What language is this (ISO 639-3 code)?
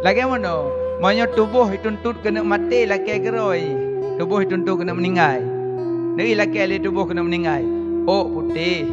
ace